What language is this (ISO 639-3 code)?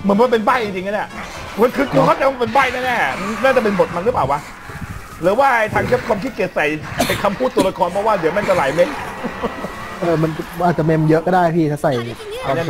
tha